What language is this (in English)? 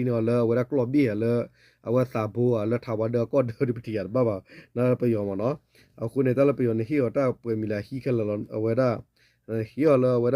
S'gaw Karen